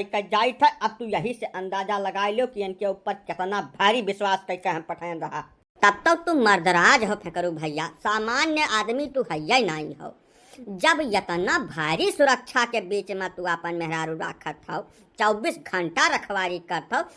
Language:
Awadhi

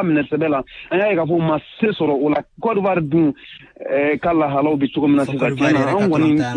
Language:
Bambara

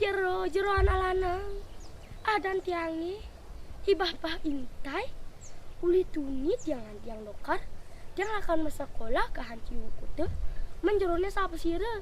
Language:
Balinese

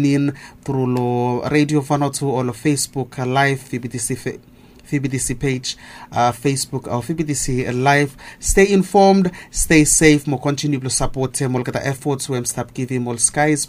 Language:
Bislama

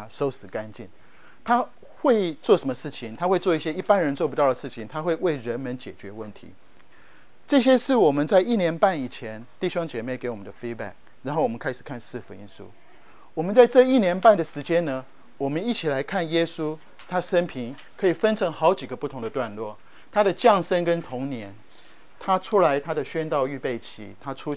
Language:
Chinese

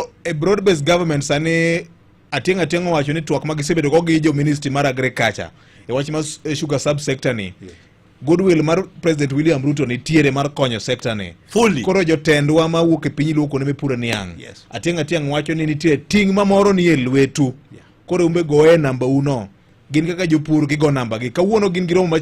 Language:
Luo (Kenya and Tanzania)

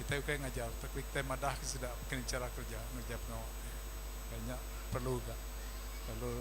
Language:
Iban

